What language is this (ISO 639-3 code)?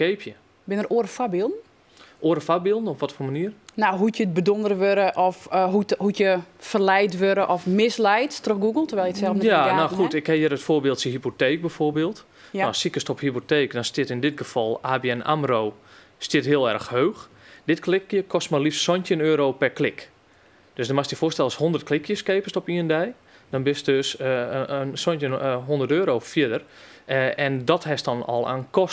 fry